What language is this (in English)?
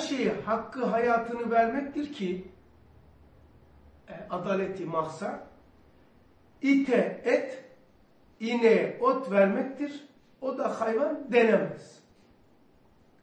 Turkish